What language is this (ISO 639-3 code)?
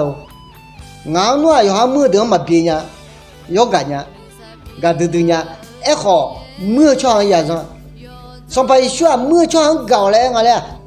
ahk